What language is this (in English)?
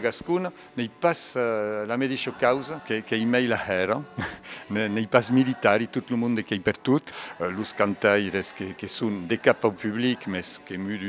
Occitan